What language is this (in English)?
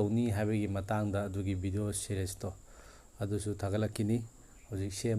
Manipuri